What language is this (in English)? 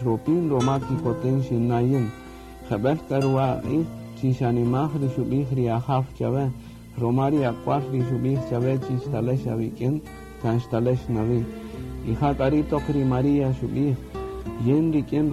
Kaqchikel